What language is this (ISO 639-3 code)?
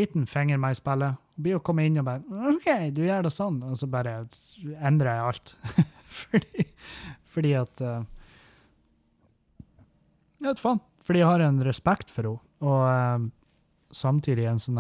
nor